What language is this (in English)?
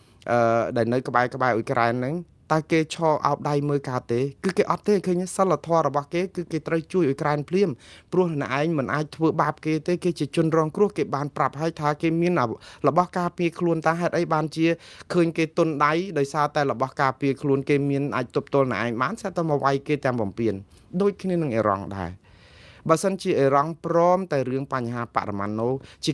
Khmer